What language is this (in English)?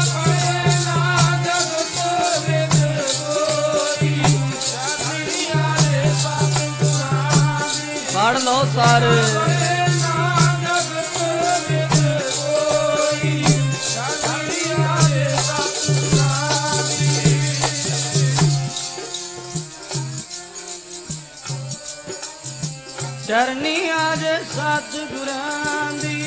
Punjabi